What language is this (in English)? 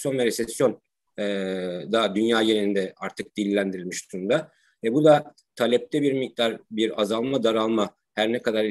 Turkish